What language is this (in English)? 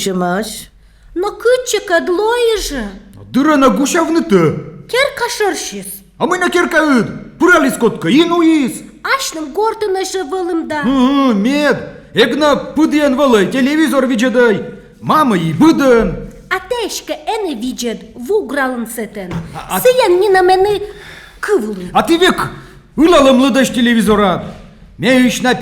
Komi